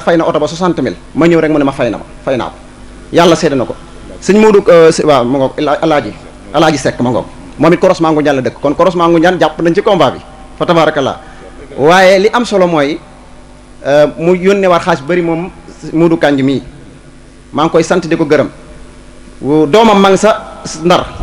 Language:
Wolof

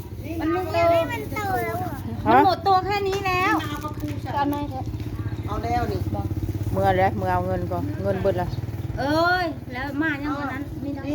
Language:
Northeastern Thai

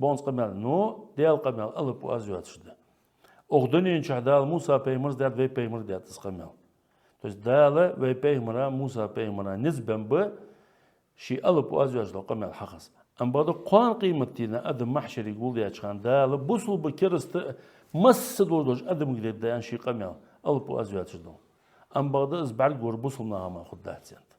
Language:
Ingush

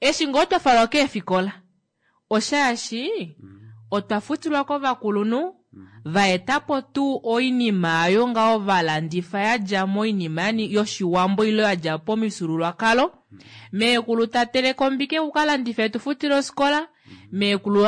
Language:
Kuanyama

